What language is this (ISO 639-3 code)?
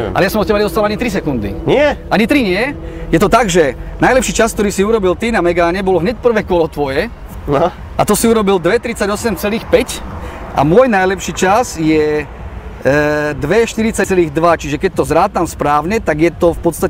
slk